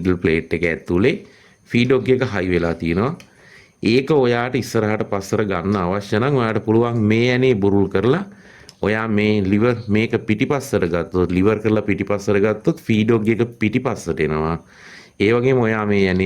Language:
Sinhala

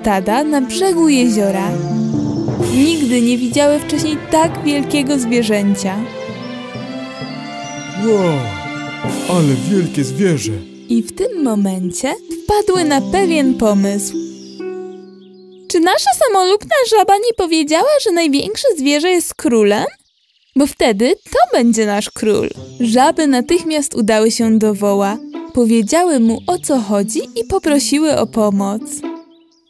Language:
Polish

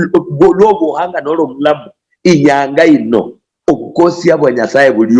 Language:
Luyia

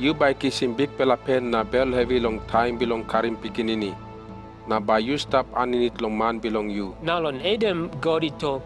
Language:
Tok Pisin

